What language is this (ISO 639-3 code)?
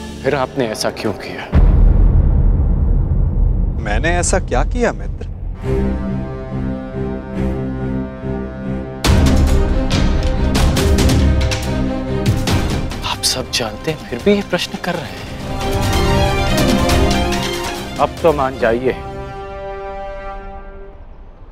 hin